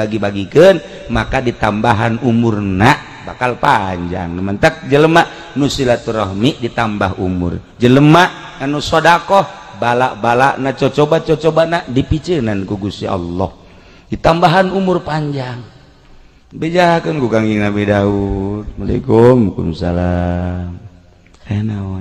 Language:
Sundanese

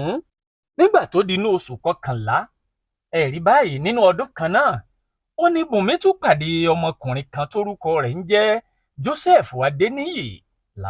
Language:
Yoruba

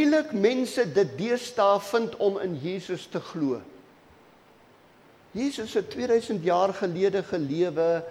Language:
Afrikaans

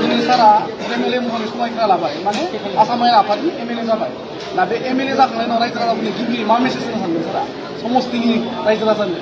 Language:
Bodo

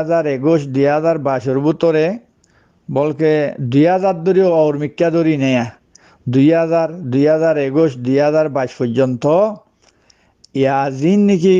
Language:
Rohingya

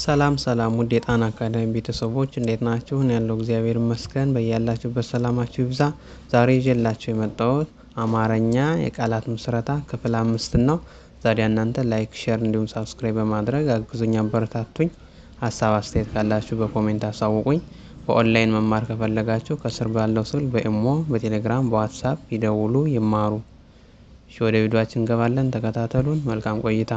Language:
Amharic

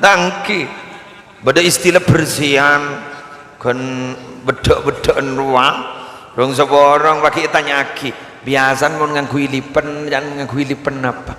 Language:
Madurese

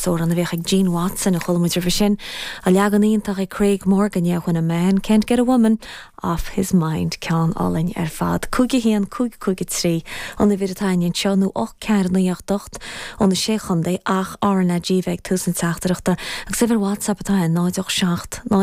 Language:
Irish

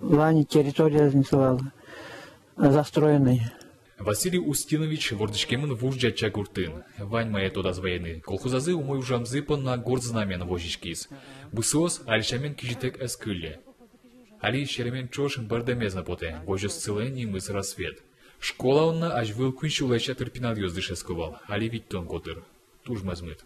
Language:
Udmurt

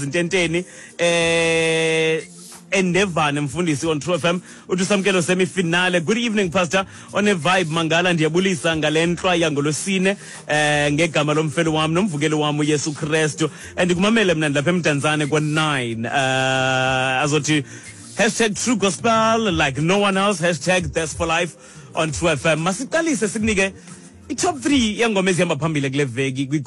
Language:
Xhosa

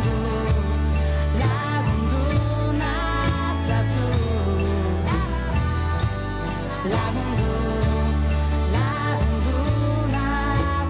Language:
Basque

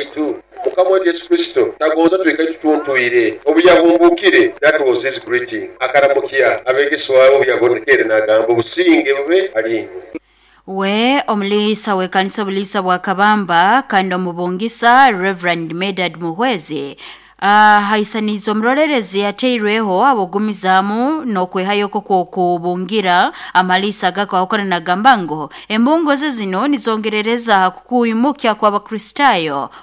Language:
Nyoro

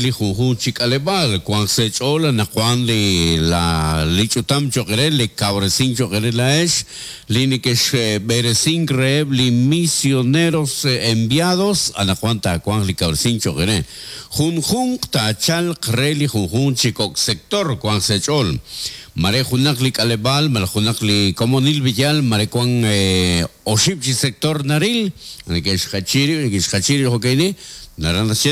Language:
Kekchí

